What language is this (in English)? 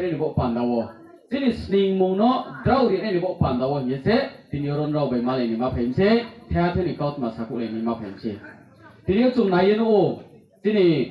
Riang (India)